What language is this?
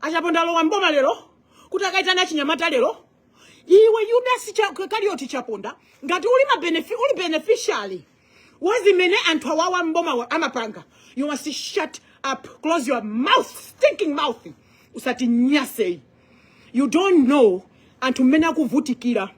Nyanja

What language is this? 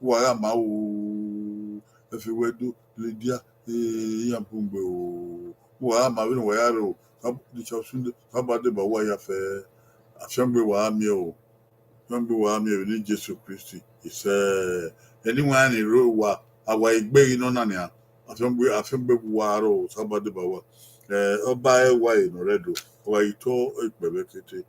Bini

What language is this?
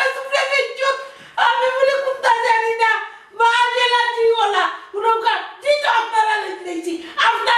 Sylheti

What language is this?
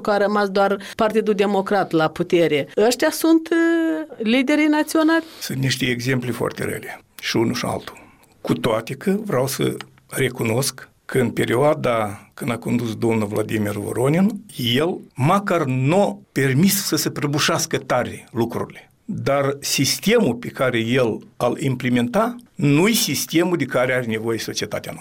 Romanian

